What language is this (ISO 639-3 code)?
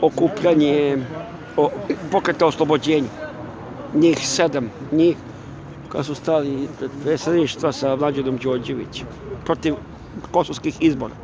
srp